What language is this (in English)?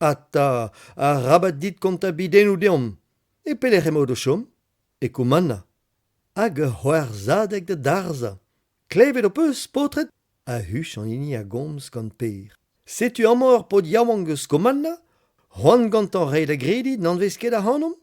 Breton